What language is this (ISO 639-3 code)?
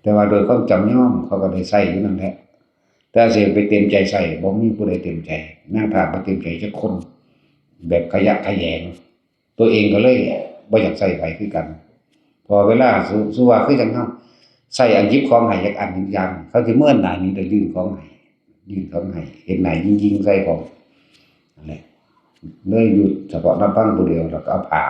tts